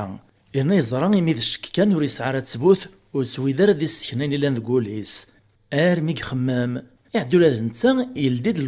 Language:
Kabyle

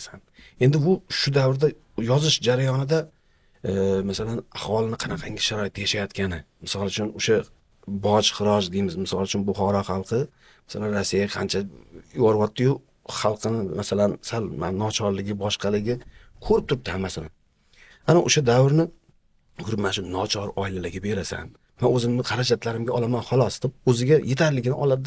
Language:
Uzbek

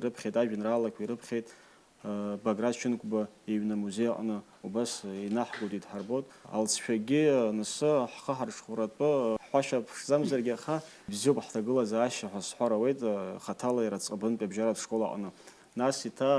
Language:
Abkhazian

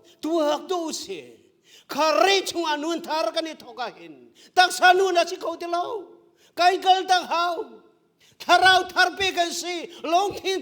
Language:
Hakha Chin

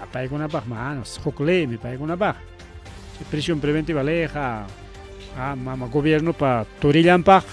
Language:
Ayacucho Quechua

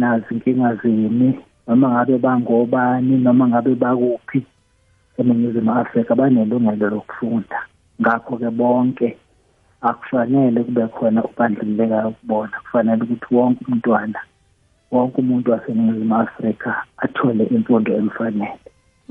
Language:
South Ndebele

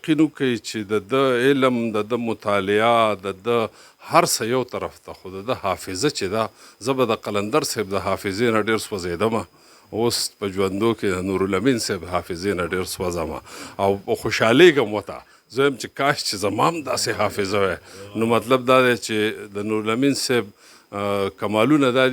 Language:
Pashto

